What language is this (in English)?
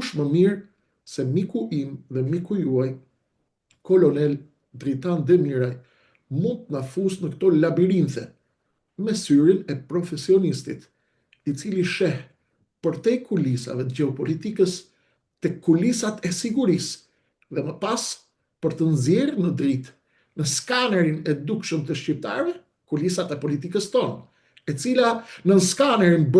Albanian